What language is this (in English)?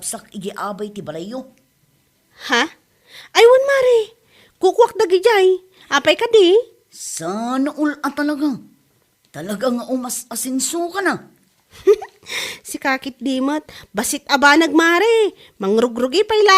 Iloko